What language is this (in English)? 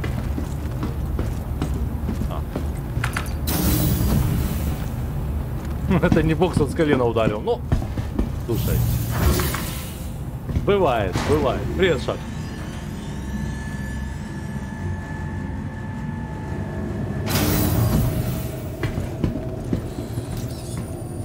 Russian